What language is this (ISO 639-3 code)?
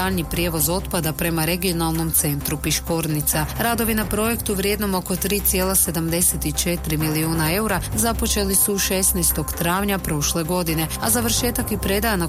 hrv